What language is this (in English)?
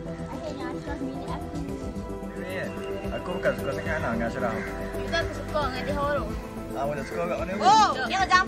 Malay